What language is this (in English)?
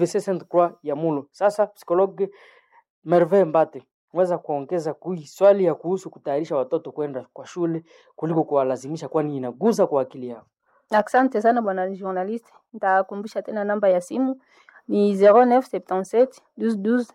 Swahili